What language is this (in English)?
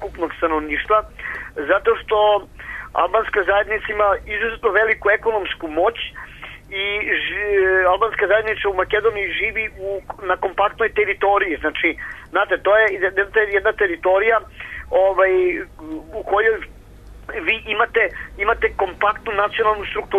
Serbian